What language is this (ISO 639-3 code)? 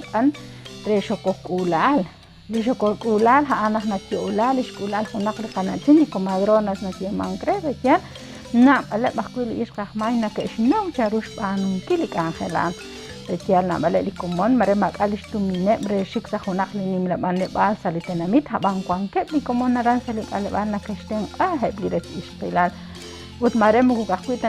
kek